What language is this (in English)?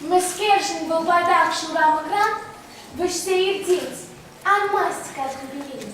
Chuvash